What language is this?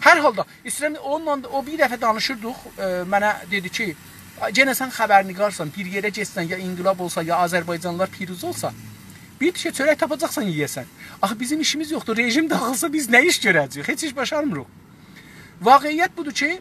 South Azerbaijani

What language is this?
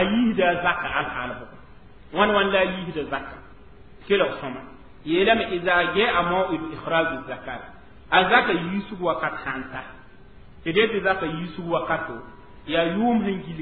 Mossi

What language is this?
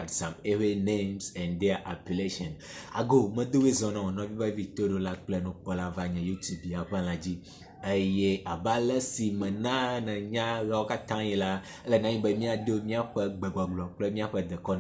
Ewe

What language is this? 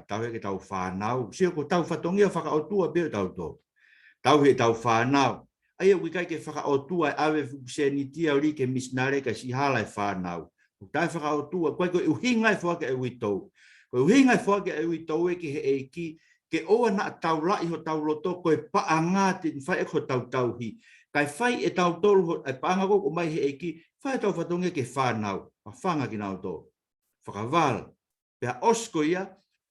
Tongan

